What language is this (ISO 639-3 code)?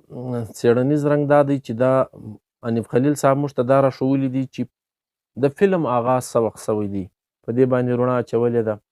pus